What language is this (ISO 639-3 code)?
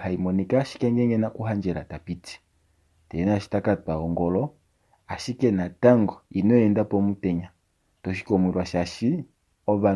kua